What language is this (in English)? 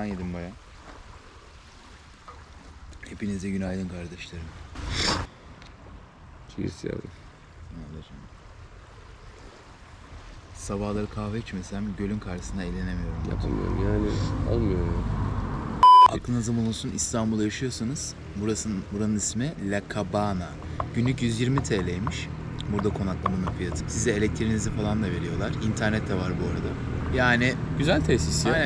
Turkish